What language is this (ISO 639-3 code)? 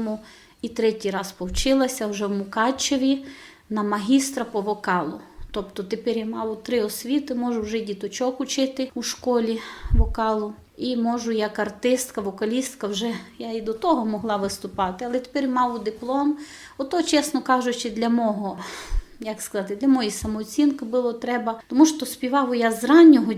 rue